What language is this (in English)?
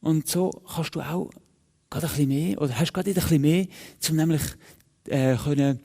Swiss German